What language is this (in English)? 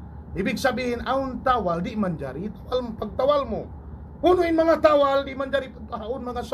Tausug